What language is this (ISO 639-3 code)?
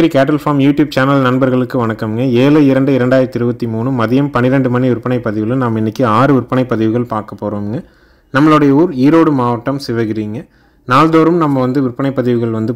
tam